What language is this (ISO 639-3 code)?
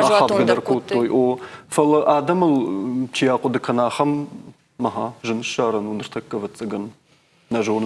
oss